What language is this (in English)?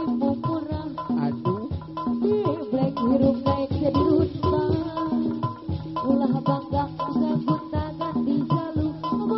Sundanese